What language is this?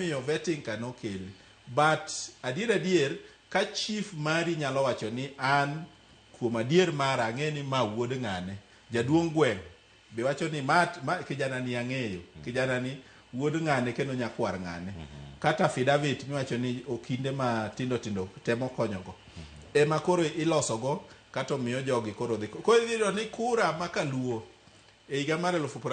Luo (Kenya and Tanzania)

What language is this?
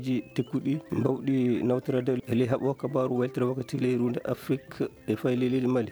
Fula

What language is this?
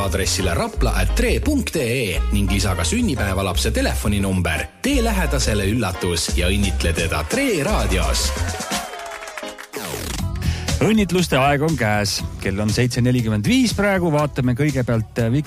Estonian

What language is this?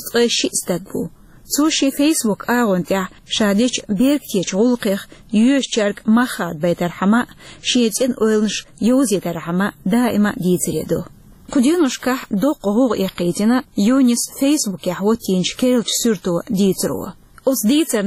Chechen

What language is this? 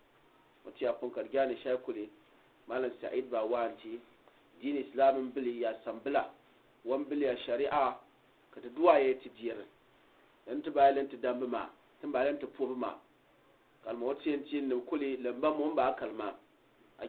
Gourmanchéma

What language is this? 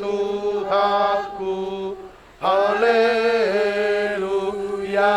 Batak Toba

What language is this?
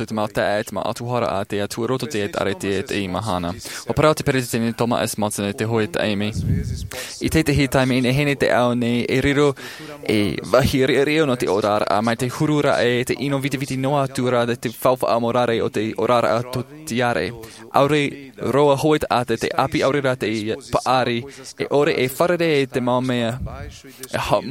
Tahitian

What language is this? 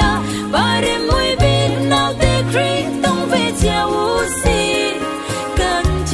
Falam Chin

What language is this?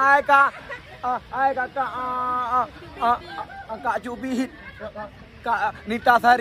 Achinese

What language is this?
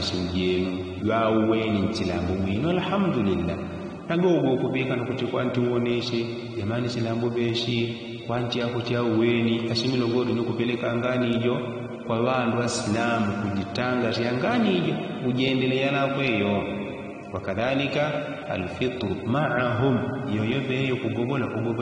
Yao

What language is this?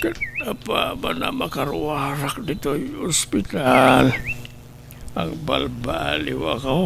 Iloko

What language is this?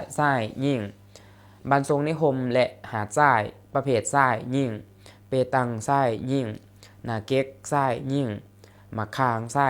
Lao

